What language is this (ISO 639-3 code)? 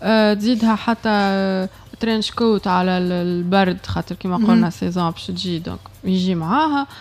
aeb